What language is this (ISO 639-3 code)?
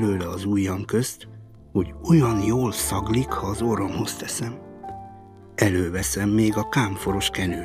hun